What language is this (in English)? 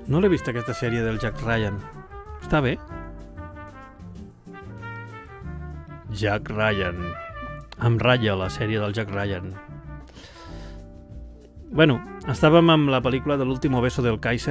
Catalan